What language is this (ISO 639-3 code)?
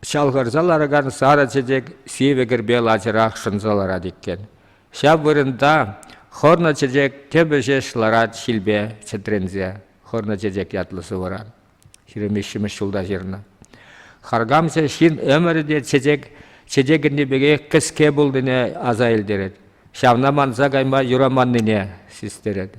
chv